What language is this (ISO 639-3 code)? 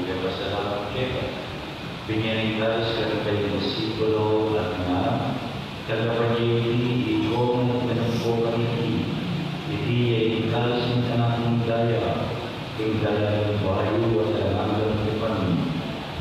pam